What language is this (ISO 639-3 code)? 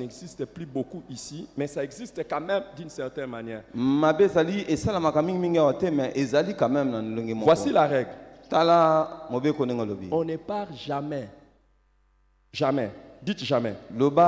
fra